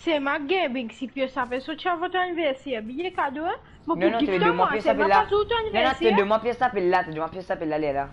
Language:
Morisyen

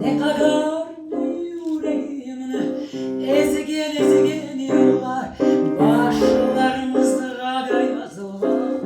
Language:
Crimean Tatar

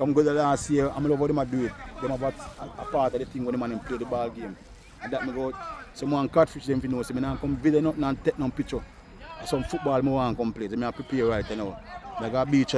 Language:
Jamaican Creole English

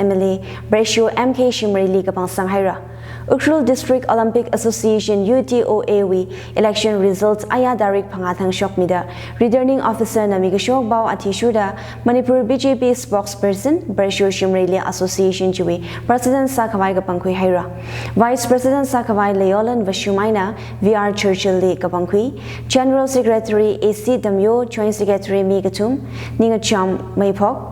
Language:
Tangkhul Naga (India)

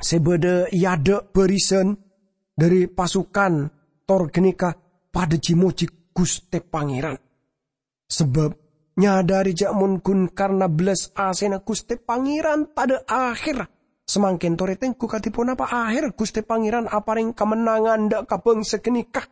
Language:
Madurese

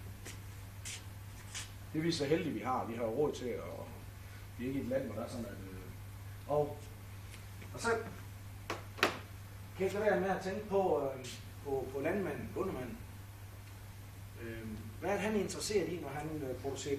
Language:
Danish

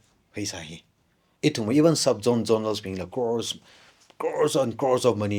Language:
Tangkhul Naga (India)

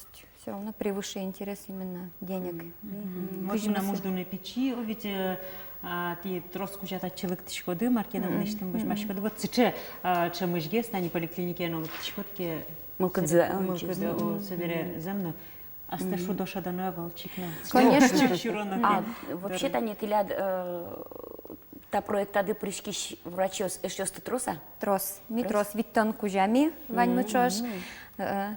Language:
Udmurt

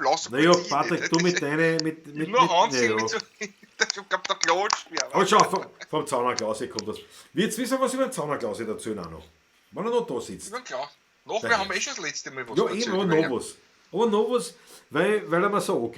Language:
Bavarian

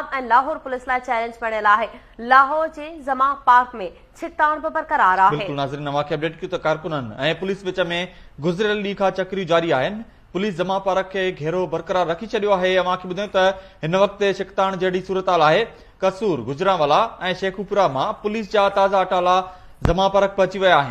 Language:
Sindhi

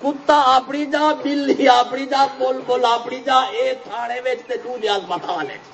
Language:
Saraiki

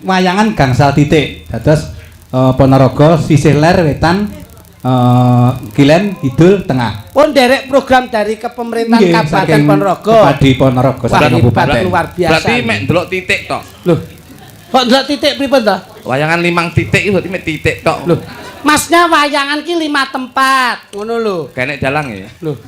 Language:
Javanese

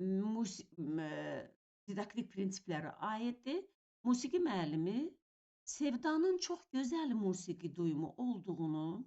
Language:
Azerbaijani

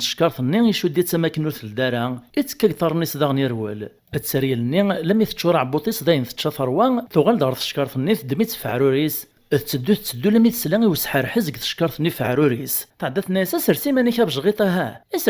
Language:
Kabyle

